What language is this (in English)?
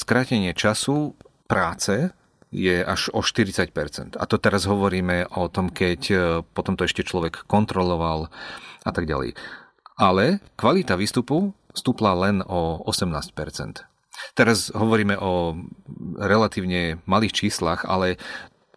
Slovak